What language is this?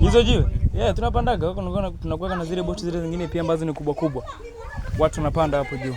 Swahili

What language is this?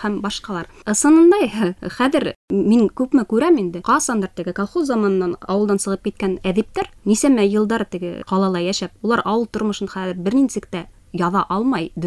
Bashkir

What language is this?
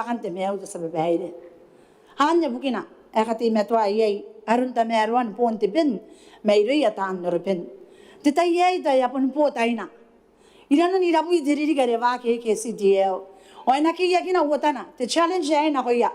Gilbertese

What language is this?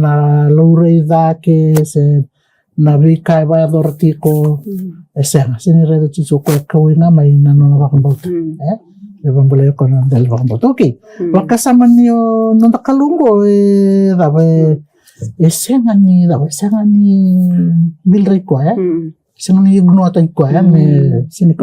Fijian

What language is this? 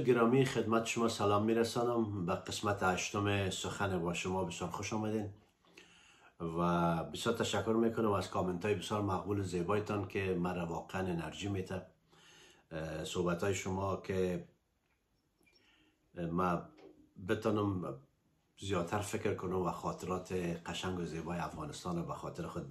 Persian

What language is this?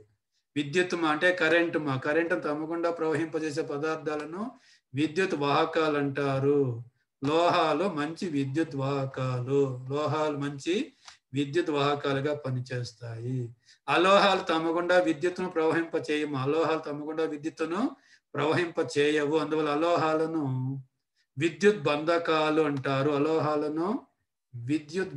Telugu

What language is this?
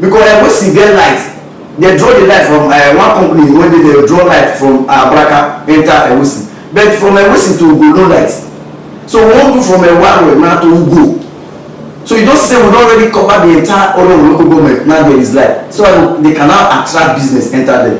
Nigerian Pidgin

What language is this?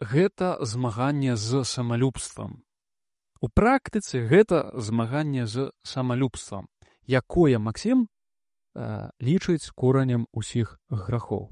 Belarusian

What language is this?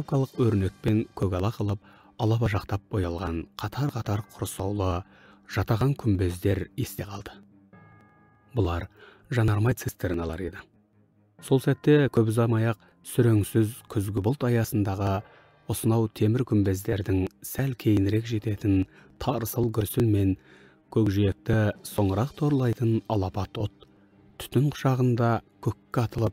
Kazakh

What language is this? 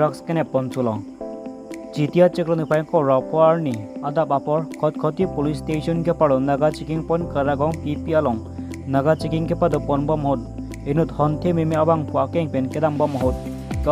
Karbi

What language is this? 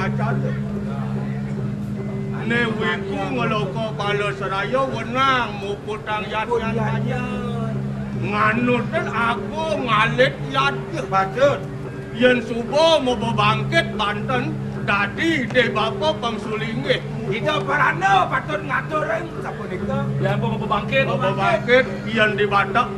Balinese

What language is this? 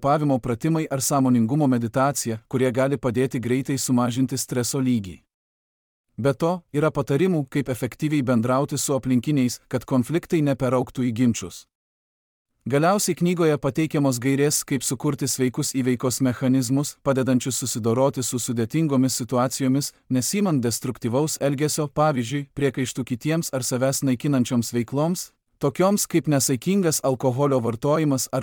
Lithuanian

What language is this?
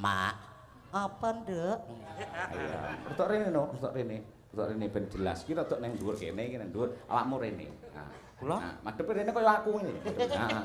Javanese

